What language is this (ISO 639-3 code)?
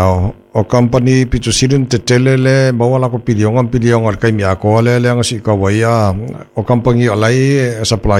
smo